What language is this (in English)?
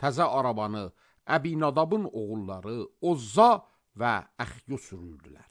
Azerbaijani